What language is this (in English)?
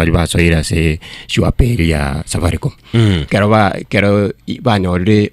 Gusii